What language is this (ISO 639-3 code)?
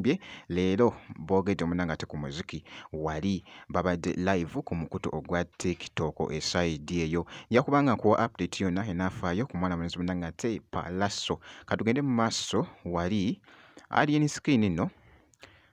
lug